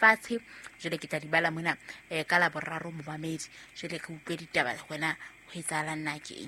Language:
Southern Sotho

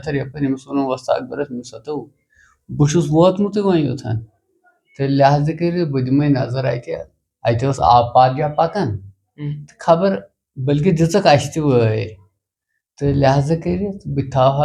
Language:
Kashmiri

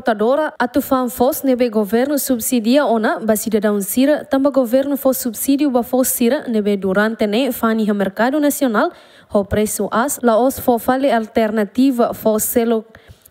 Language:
Tetum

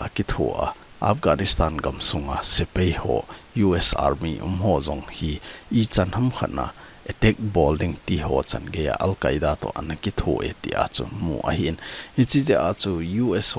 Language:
Thado Chin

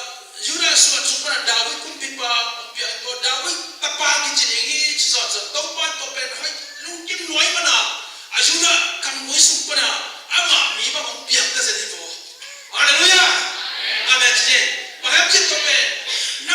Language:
Tedim Chin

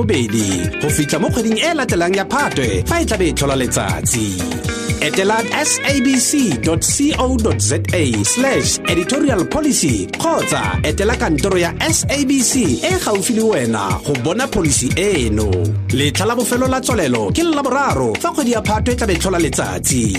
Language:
Tswana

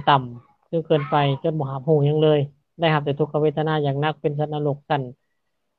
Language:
Lao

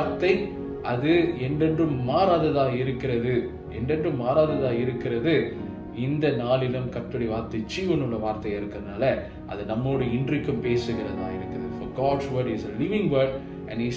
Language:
Tamil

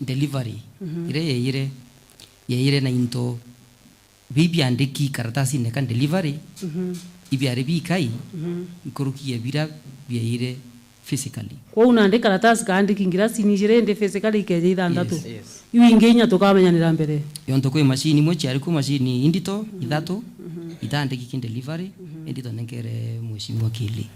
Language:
Meru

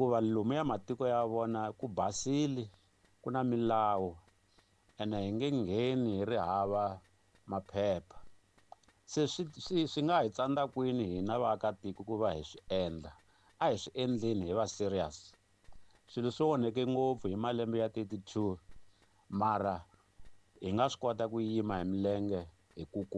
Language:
Tsonga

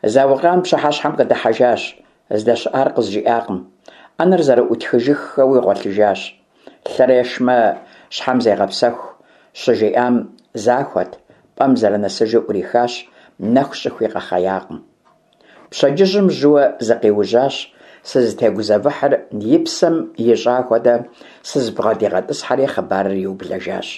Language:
Kabardian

